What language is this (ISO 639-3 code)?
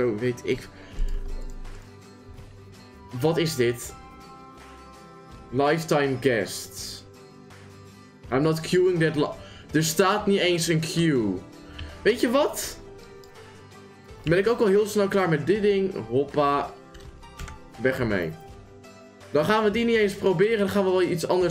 nld